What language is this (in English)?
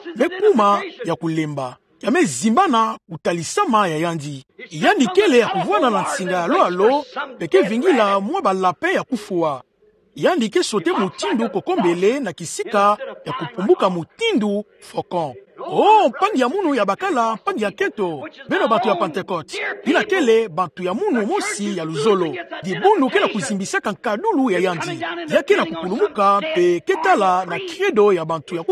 Kituba (Democratic Republic of Congo)